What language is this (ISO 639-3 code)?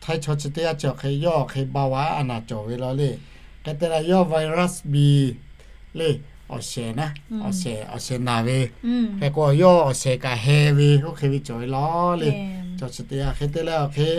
lhu